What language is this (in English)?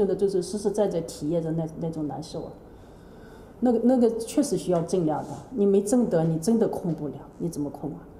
Chinese